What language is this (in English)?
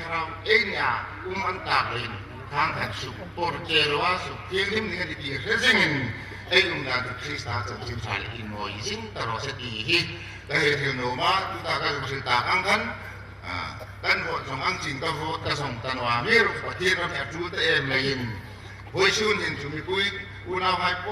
Hmar